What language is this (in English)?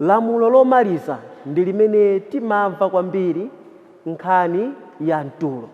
Nyanja